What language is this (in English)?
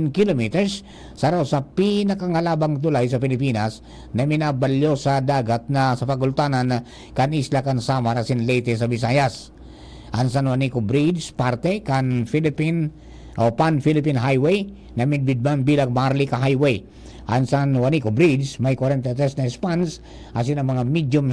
Bikol